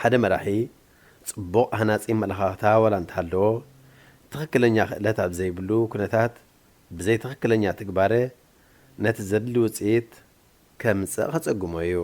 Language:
Tigrinya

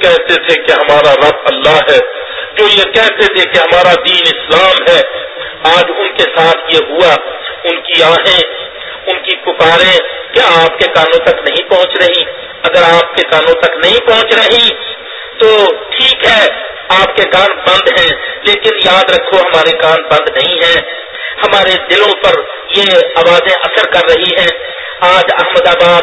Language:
Urdu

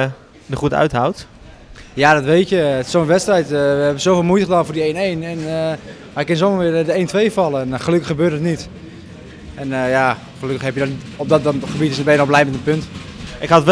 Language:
Dutch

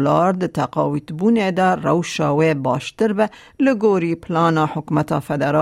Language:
Kurdish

